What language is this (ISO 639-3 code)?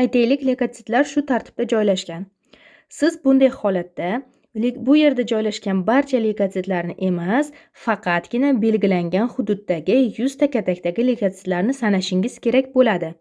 uzb